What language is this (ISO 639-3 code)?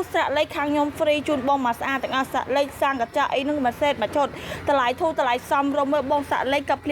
khm